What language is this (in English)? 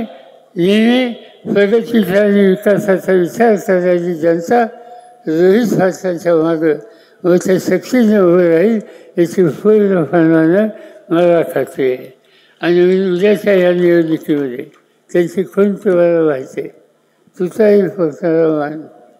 Marathi